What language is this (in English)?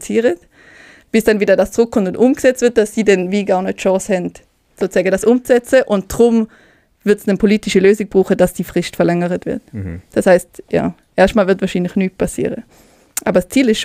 Swiss German